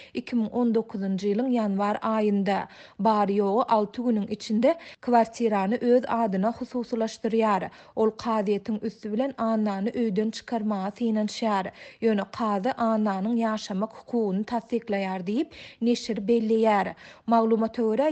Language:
Turkmen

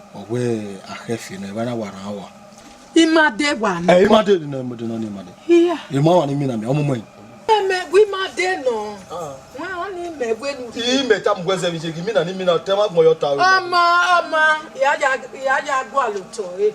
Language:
Bini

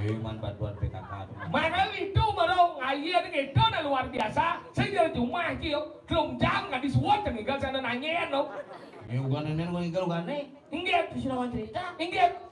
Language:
Balinese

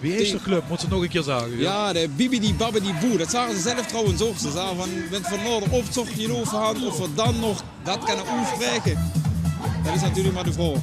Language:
Limburgish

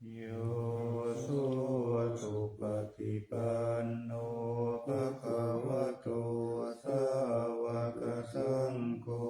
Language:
Pali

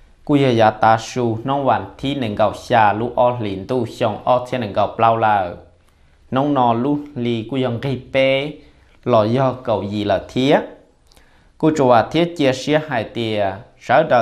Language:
Hmong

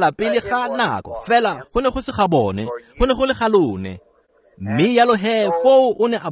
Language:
Tswana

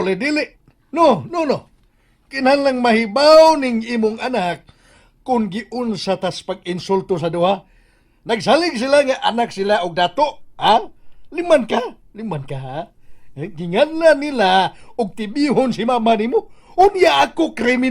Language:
Cebuano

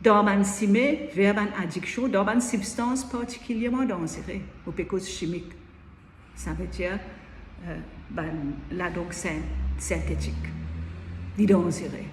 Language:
Morisyen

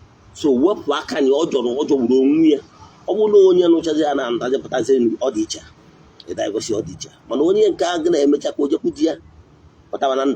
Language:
Igbo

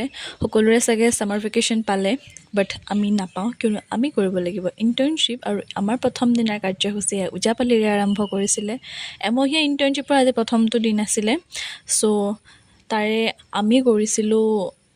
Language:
Assamese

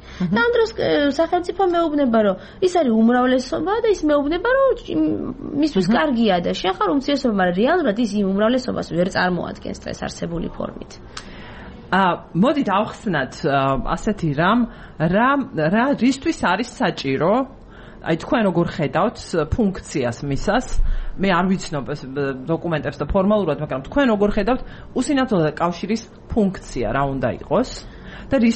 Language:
Georgian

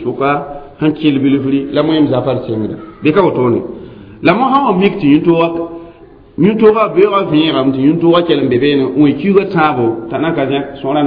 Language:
Mossi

